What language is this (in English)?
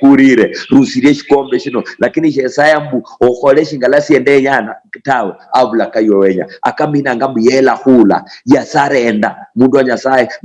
Luyia